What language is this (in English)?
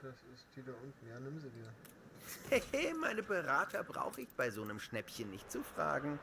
Bavarian